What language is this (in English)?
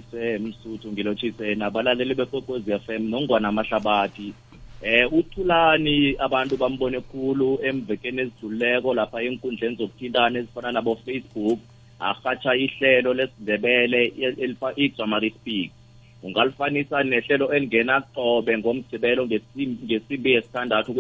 South Ndebele